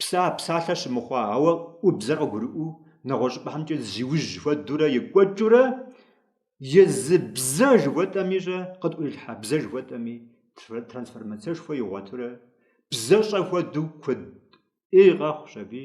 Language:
Kabardian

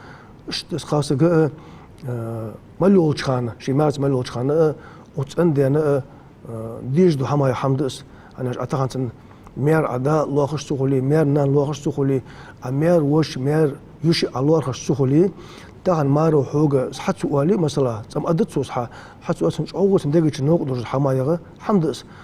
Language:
Ingush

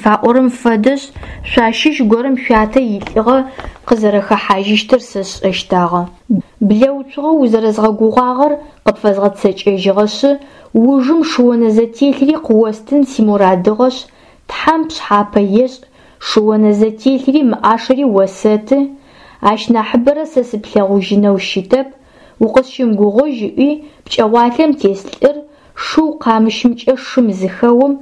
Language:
Adyghe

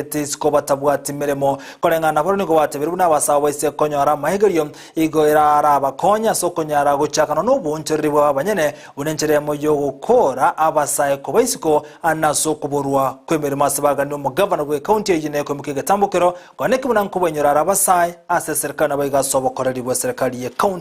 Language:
Gusii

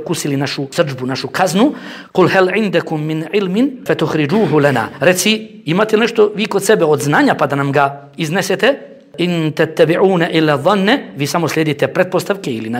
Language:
Bosnian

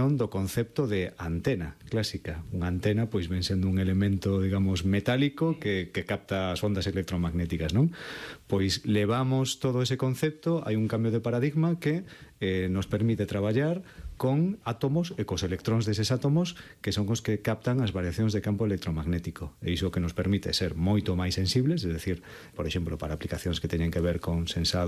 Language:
Galician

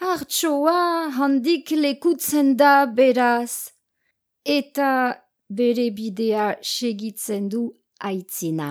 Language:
Basque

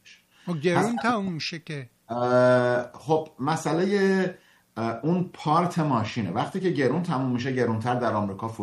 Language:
Persian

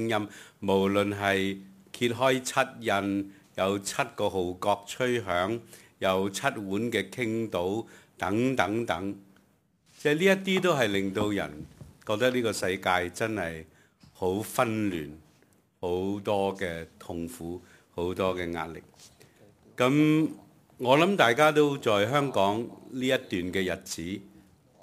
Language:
Cantonese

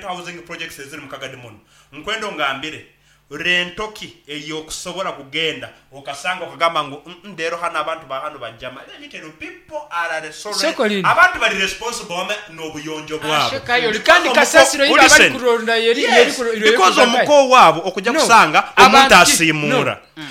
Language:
Nyoro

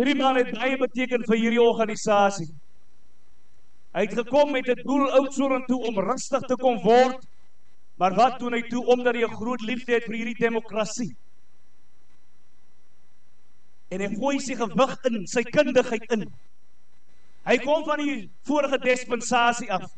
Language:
Afrikaans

